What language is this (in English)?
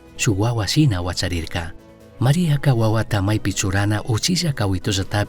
Chimborazo Highland Quichua